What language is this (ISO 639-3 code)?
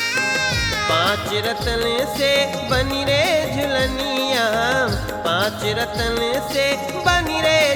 bho